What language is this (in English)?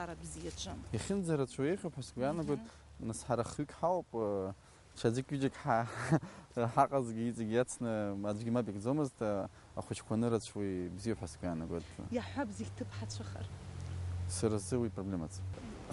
Abkhazian